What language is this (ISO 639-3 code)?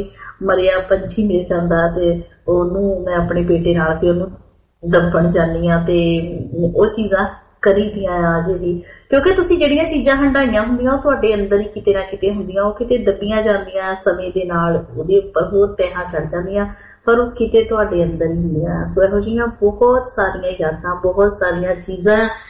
pan